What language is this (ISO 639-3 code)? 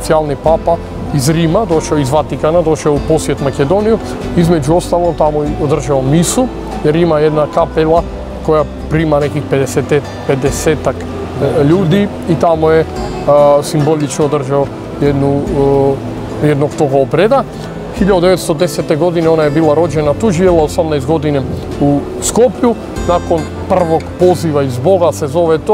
hrv